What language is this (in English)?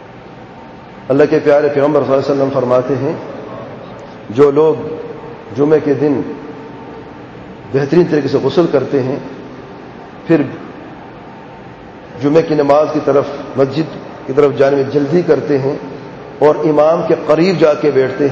Urdu